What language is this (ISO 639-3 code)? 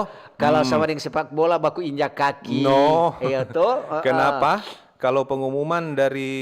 xmm